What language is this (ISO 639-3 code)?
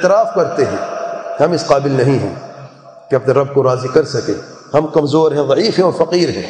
urd